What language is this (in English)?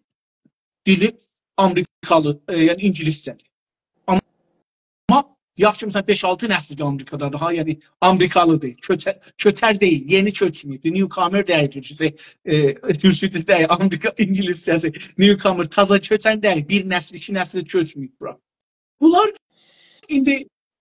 South Azerbaijani